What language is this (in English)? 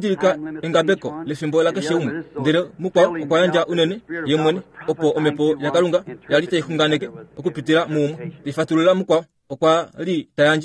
Kuanyama